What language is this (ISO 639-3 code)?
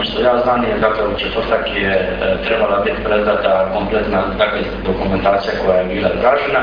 hrv